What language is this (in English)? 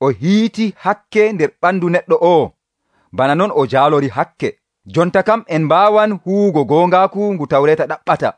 Nigerian Fulfulde